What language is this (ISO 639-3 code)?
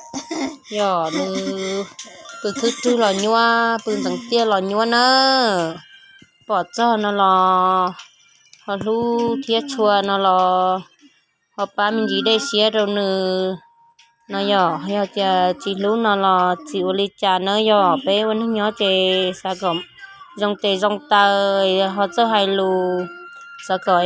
hmn